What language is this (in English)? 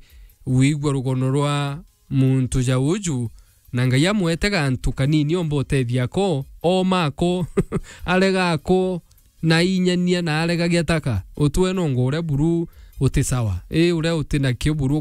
Meru